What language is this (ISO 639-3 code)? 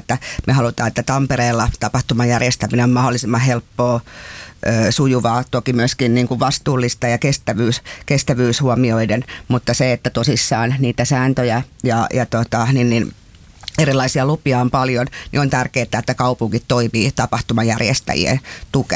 fin